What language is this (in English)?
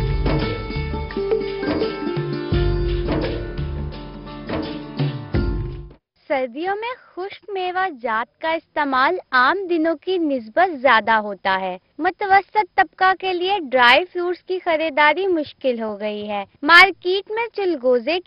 Urdu